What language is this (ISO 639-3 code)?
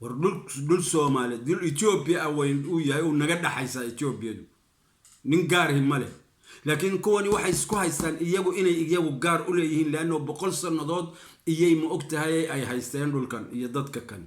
som